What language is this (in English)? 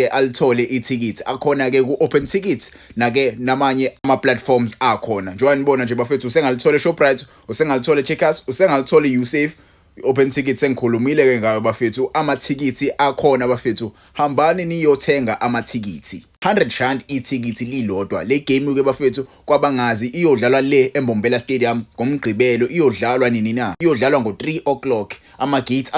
Zulu